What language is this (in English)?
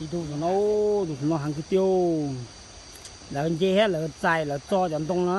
Hmong